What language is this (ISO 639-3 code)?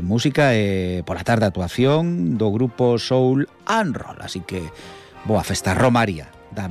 glg